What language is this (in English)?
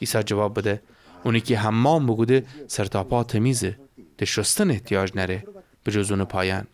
Gilaki